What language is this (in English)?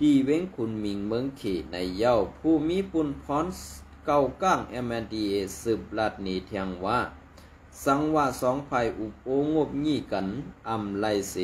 Shan